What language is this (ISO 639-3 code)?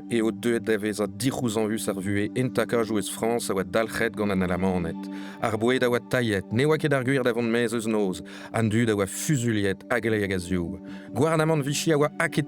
bre